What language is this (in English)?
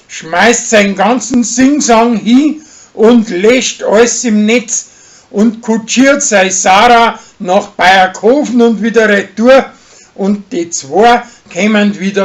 Bavarian